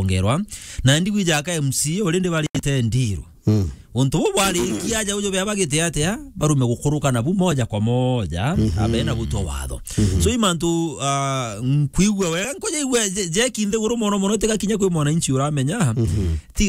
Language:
Meru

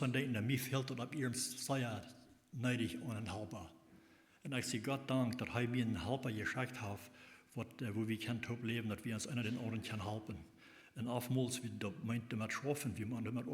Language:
Plautdietsch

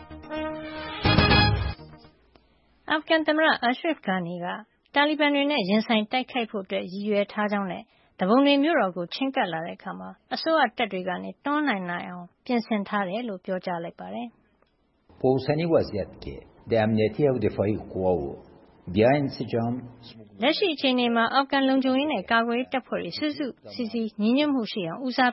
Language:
Burmese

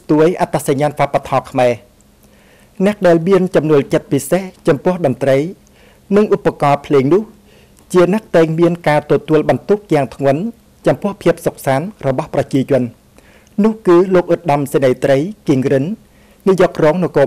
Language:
Khmer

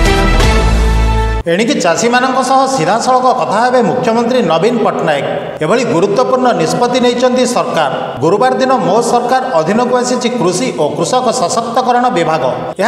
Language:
Odia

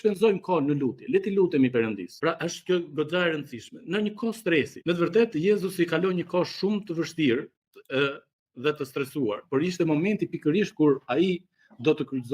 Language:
Albanian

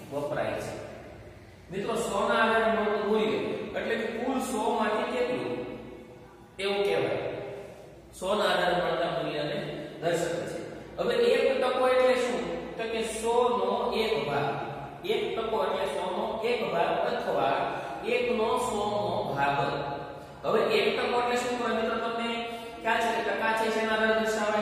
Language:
Gujarati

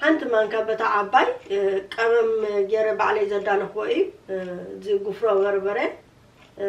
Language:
Tigrinya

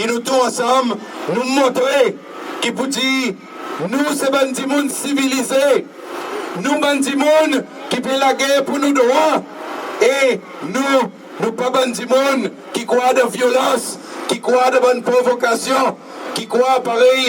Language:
Seselwa Creole French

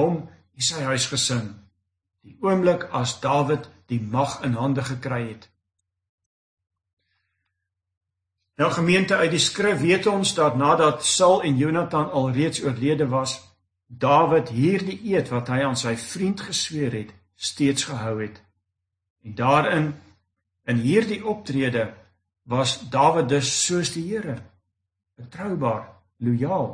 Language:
Afrikaans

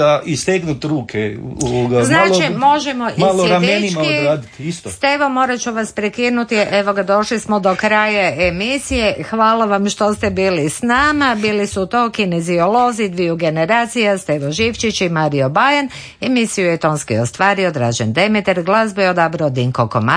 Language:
Croatian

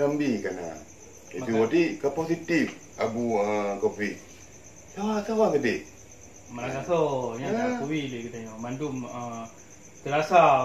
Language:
Achinese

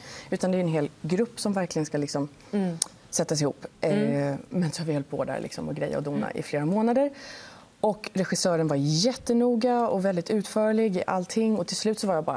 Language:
Swedish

